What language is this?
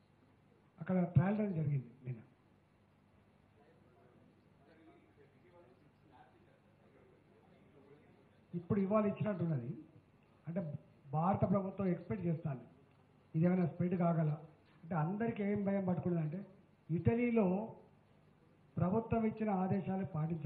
Telugu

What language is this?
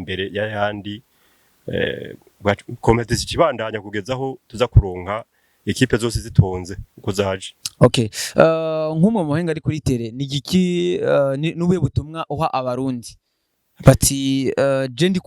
Rundi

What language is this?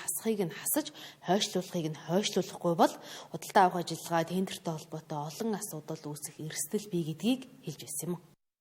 Mongolian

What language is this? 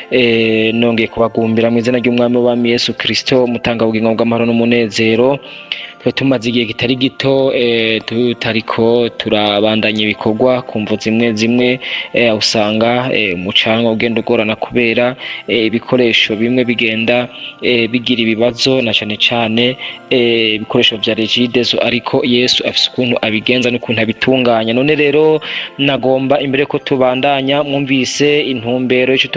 Rundi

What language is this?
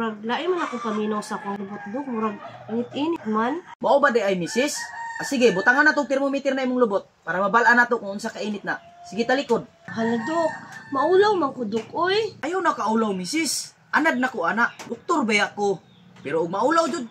Cebuano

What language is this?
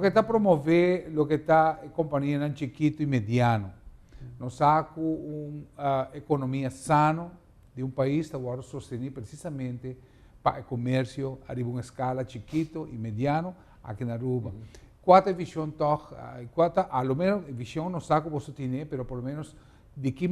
Papiamento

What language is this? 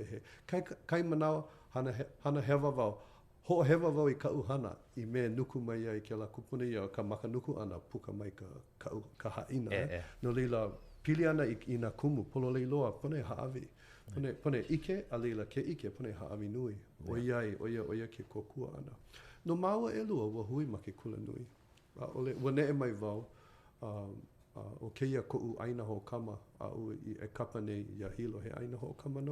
Hawaiian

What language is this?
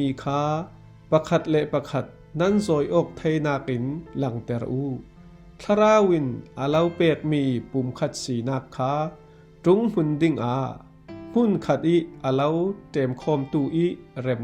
Falam Chin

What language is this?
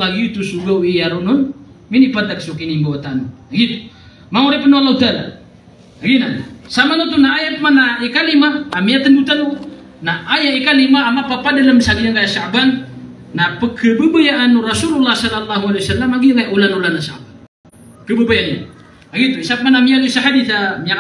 Maranao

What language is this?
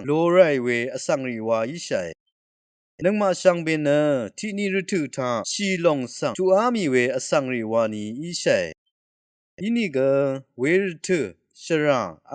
Rawang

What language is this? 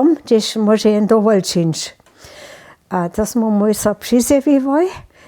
Upper Sorbian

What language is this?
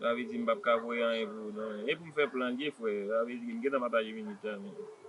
Haitian Creole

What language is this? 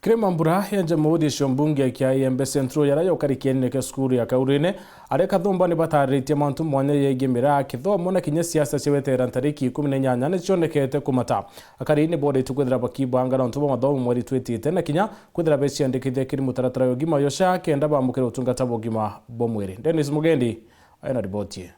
Meru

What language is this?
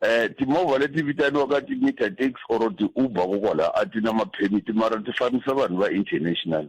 Tsonga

